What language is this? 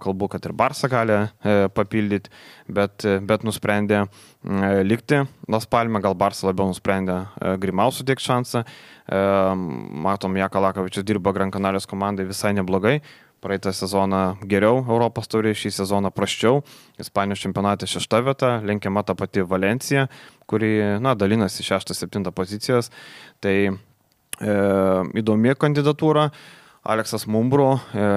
Lithuanian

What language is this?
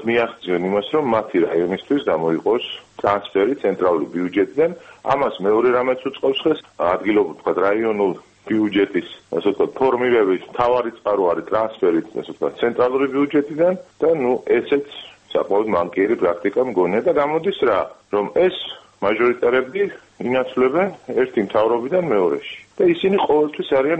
Georgian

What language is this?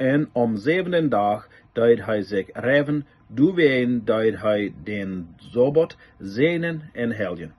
Plautdietsch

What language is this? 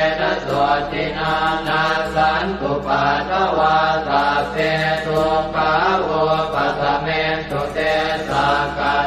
Pali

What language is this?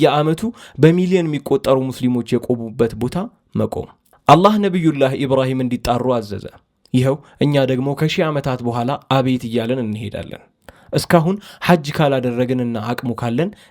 Amharic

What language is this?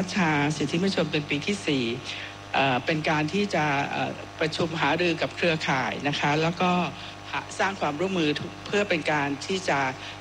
Thai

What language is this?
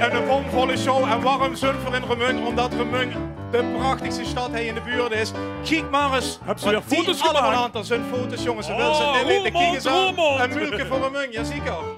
Limburgish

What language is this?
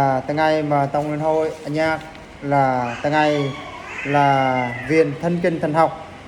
Eastern Bru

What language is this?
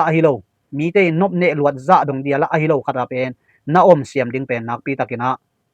Tedim Chin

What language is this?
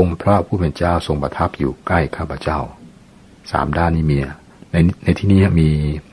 Thai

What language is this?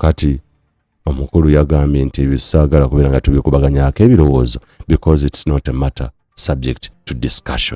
Ganda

